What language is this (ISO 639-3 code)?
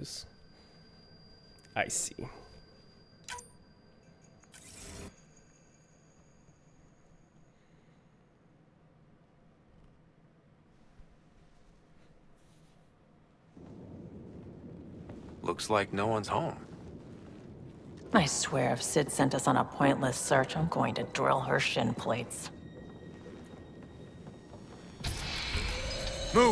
eng